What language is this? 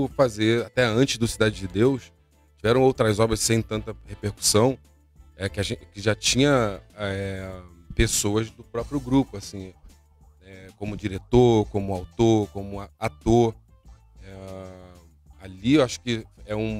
Portuguese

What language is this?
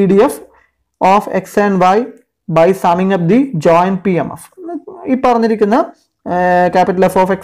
Malayalam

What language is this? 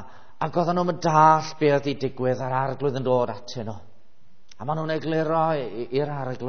Welsh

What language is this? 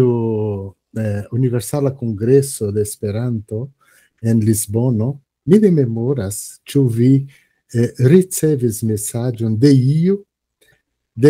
Esperanto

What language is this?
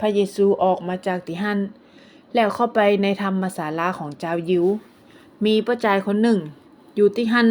Northern Thai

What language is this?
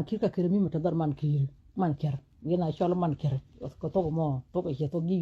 Nuer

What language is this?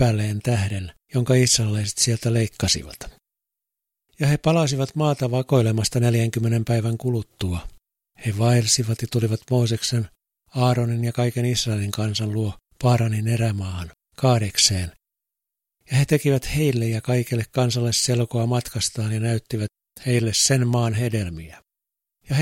Finnish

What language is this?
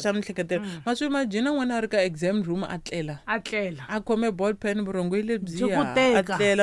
Tsonga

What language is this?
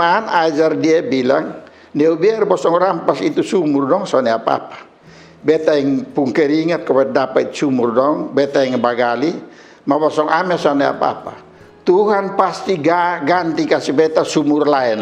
Kupang Malay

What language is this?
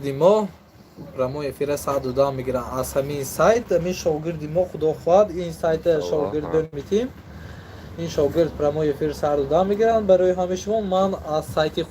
Tajik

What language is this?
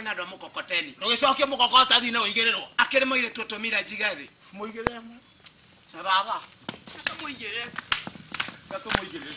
Kikuyu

